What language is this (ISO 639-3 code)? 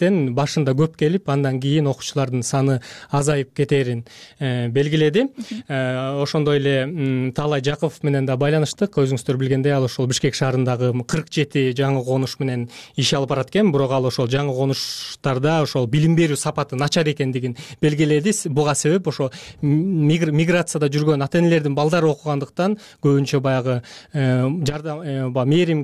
kir